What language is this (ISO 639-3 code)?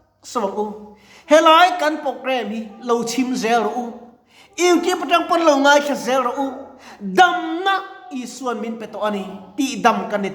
lus